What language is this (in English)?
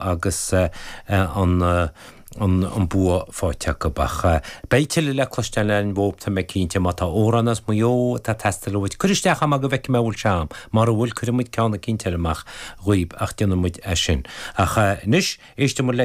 Irish